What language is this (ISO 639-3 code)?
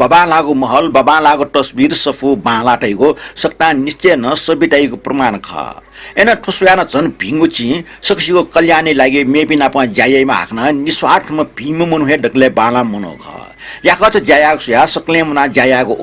new